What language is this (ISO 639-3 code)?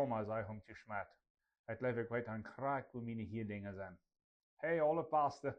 pdt